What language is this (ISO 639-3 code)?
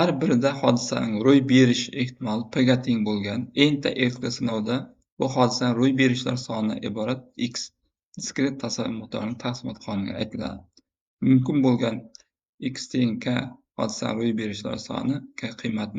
uzb